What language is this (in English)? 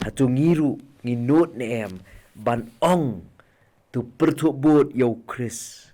Khasi